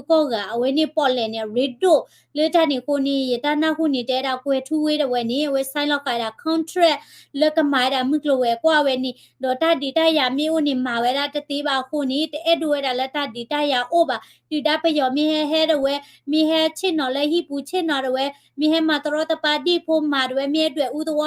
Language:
S'gaw Karen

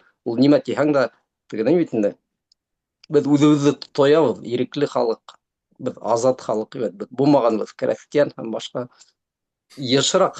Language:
Bashkir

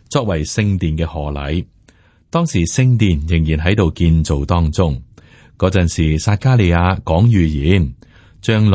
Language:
Cantonese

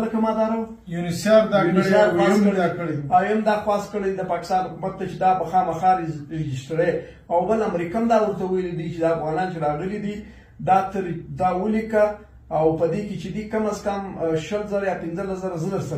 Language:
Pashto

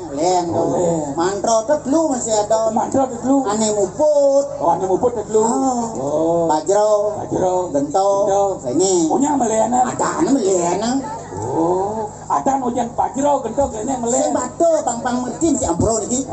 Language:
Balinese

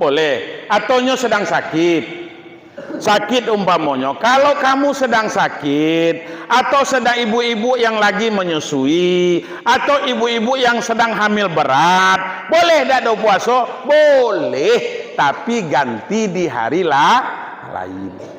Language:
Minangkabau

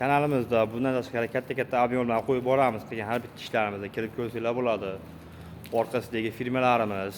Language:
Uzbek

